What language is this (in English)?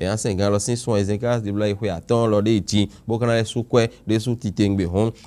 Fon